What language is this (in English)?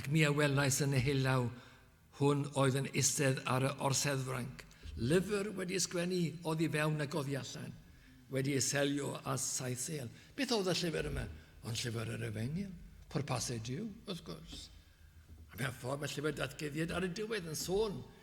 Welsh